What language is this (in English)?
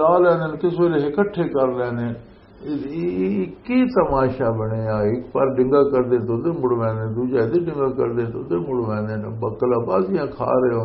Western Panjabi